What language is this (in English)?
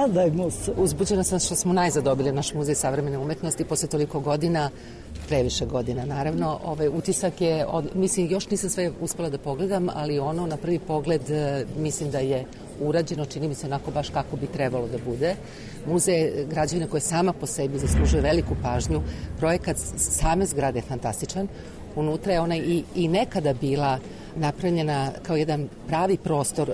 Serbian